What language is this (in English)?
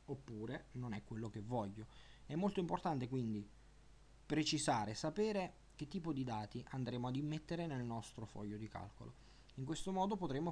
Italian